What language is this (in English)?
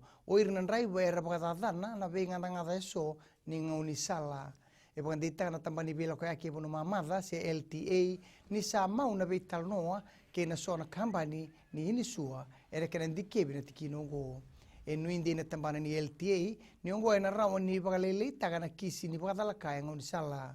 Fijian